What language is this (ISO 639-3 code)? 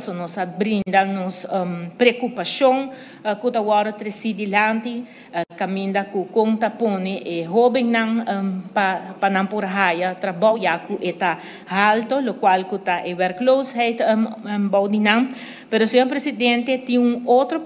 pap